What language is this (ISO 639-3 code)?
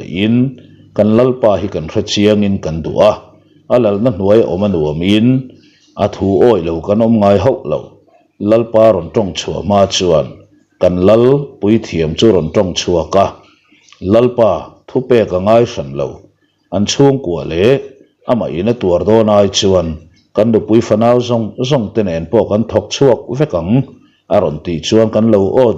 lus